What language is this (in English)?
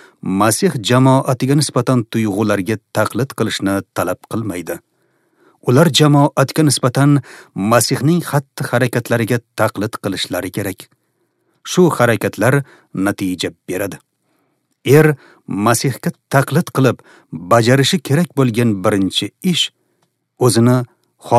Uzbek